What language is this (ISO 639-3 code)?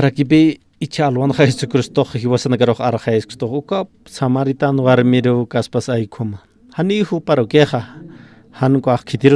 aym